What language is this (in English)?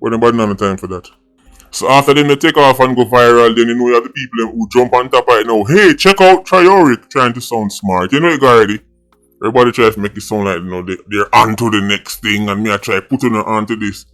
Jamaican Creole English